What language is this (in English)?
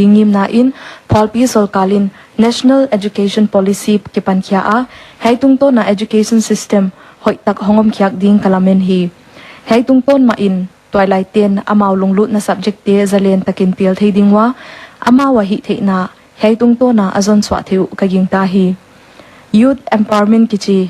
Paite Chin